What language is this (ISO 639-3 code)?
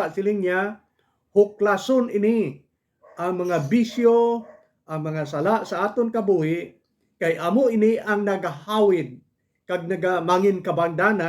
hil